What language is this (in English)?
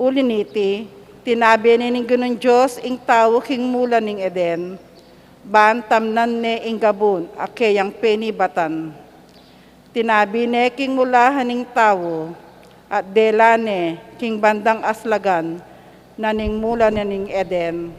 Pampanga